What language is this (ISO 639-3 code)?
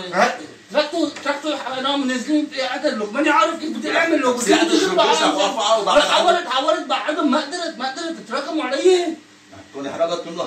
apc